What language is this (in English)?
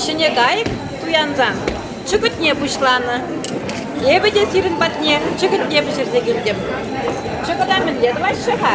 Chuvash